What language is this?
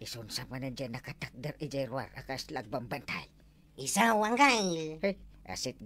Iloko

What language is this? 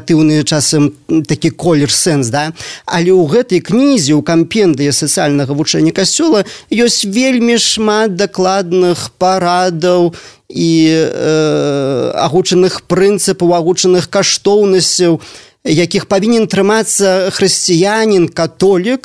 Belarusian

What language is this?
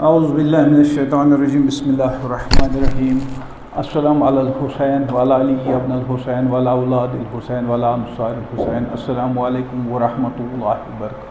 Kashmiri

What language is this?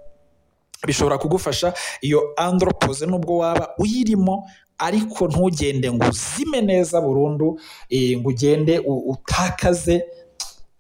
Kinyarwanda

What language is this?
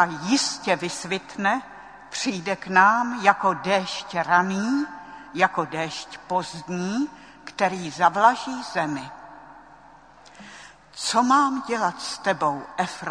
Czech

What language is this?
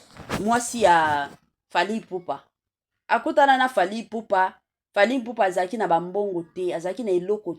Lingala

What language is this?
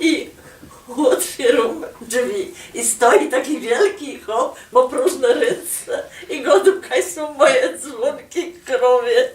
Silesian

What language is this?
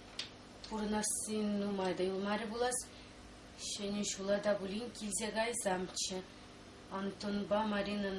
Chuvash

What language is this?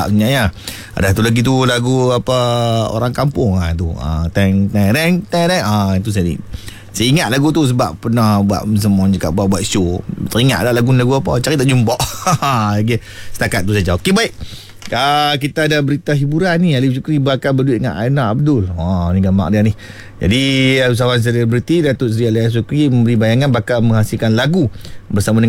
Malay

